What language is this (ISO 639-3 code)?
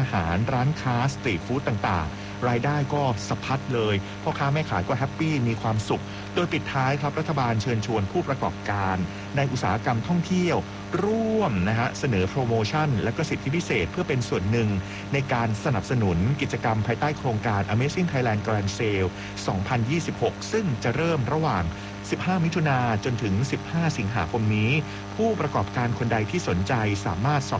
tha